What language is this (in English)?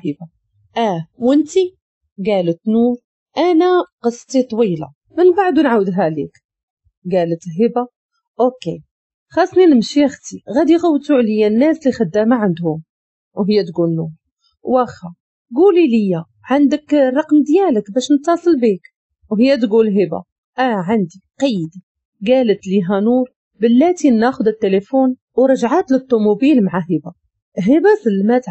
Moroccan Arabic